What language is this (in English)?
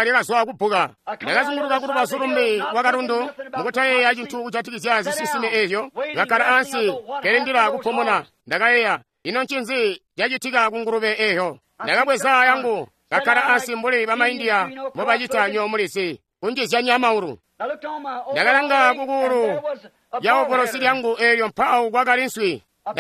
Tonga (Zambia)